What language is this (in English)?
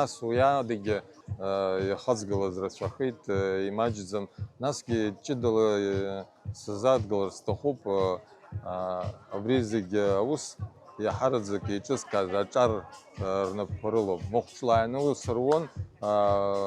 Abkhazian